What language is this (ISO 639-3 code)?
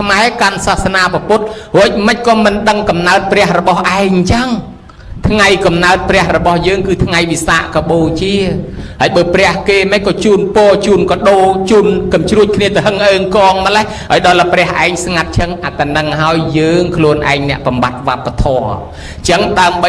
khm